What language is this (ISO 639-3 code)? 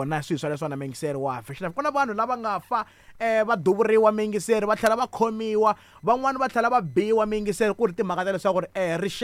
tso